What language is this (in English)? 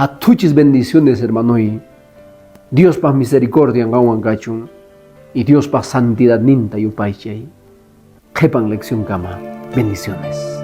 Quechua